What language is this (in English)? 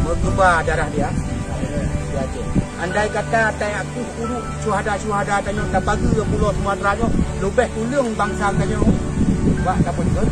Achinese